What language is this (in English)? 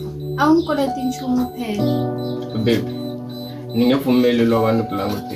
Tsonga